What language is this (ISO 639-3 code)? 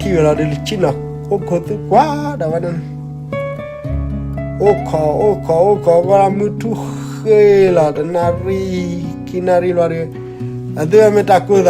ksw